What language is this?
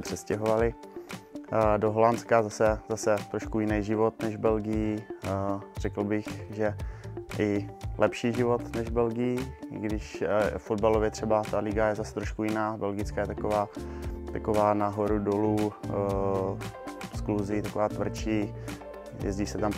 Czech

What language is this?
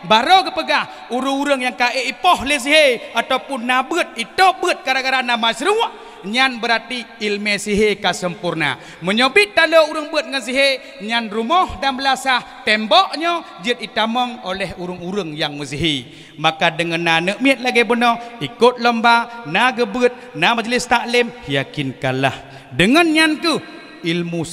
Achinese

